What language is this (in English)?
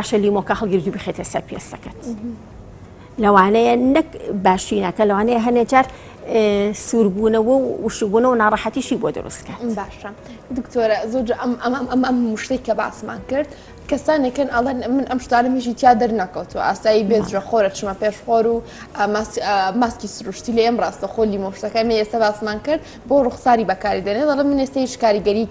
Central Kurdish